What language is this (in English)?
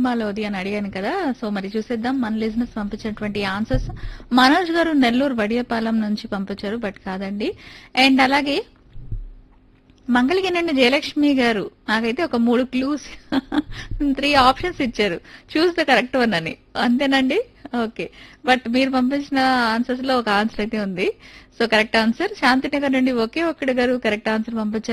Telugu